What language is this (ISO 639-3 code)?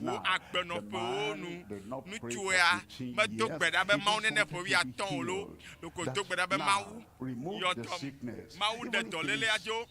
ewe